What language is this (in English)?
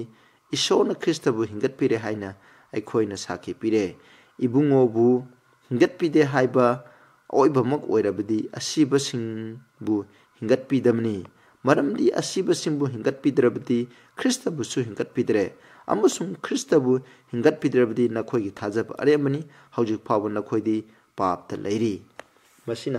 Manipuri